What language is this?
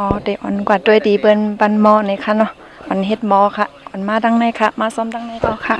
Shan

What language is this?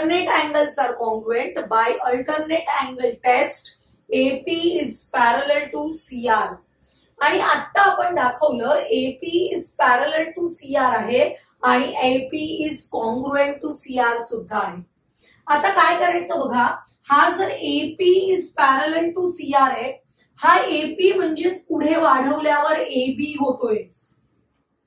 Marathi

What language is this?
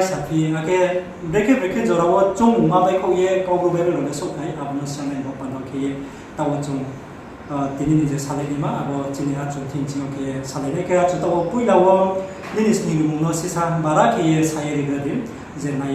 Riang (India)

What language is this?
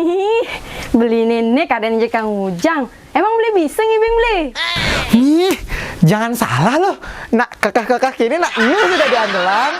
Balinese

